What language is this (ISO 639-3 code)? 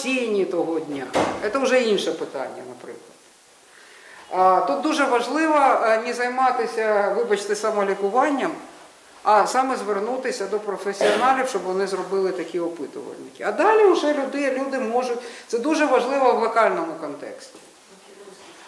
ukr